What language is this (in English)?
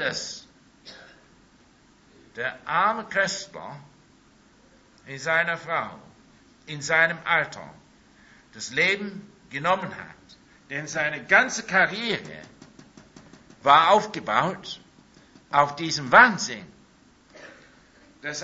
German